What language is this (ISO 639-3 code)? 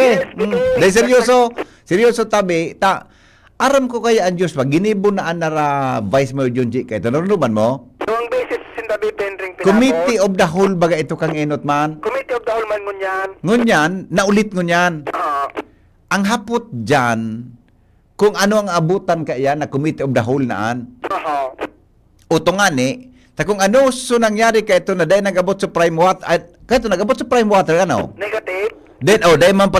bik